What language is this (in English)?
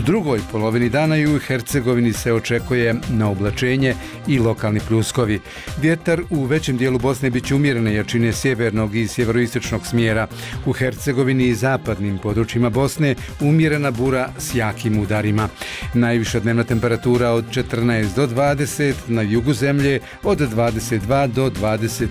Bosnian